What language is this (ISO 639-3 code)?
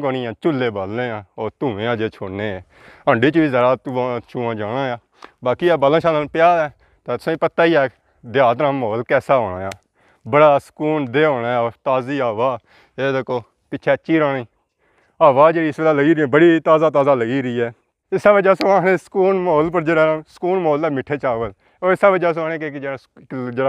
phr